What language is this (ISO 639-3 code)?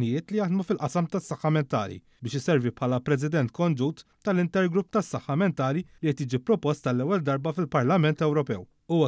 mlt